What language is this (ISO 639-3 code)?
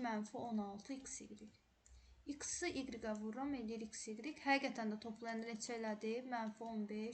aze